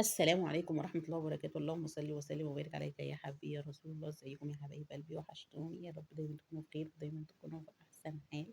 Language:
Egyptian Arabic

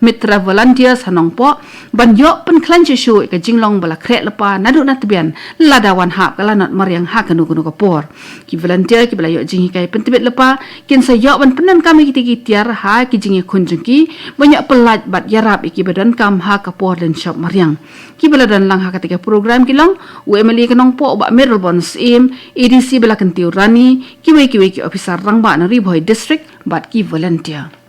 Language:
Khasi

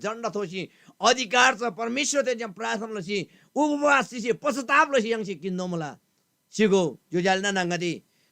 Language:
Eastern Tamang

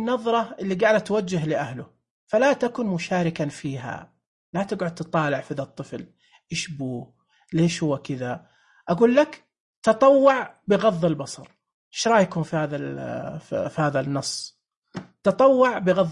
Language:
Najdi Arabic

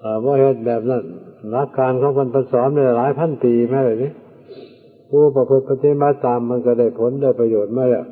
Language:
Northeastern Thai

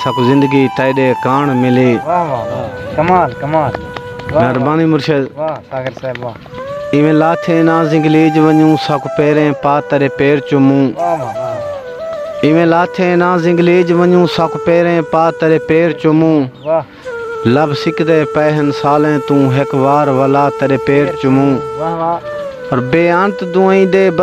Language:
Saraiki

